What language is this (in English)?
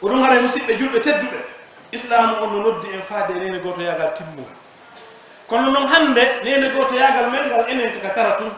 Pular